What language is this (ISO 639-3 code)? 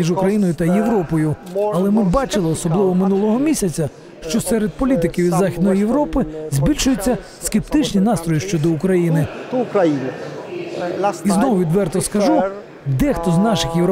ukr